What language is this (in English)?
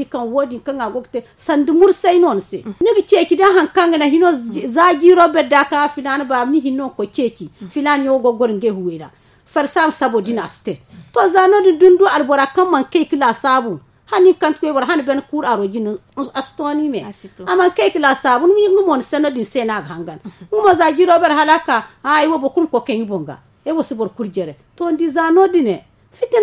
Zarma